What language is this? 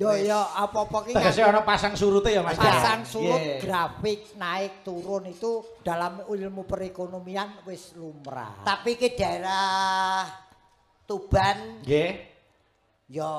Javanese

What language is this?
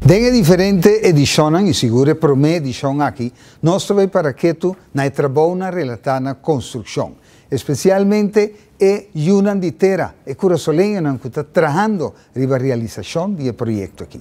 Papiamento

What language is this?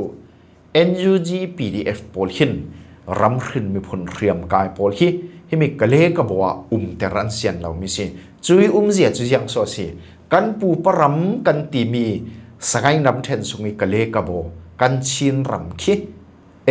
Falam Chin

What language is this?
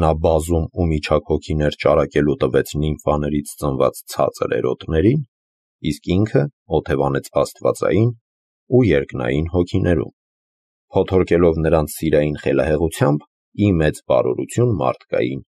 Armenian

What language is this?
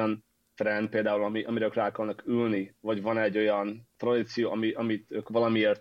Hungarian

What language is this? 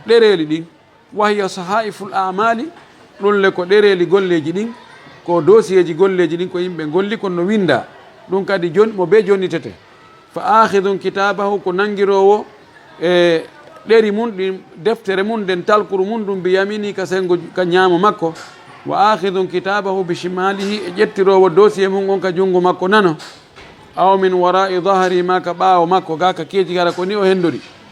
Fula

